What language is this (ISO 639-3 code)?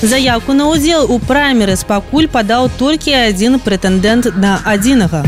bel